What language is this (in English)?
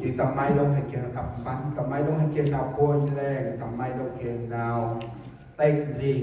Central Mnong